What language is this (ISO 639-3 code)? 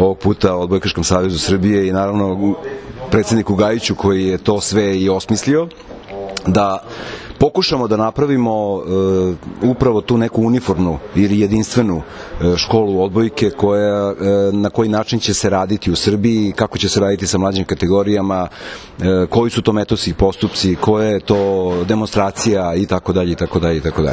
srp